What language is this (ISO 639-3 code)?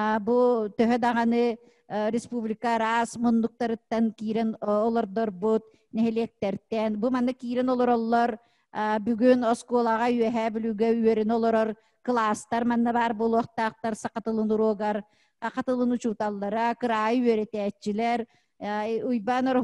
sah